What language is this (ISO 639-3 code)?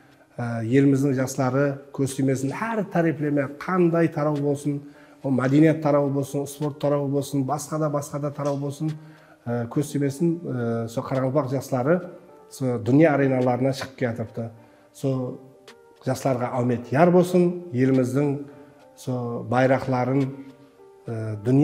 kaa